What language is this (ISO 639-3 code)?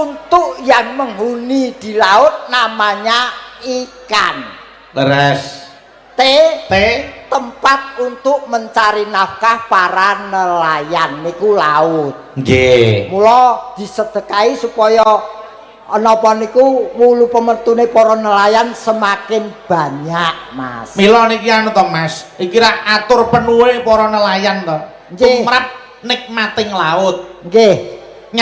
jav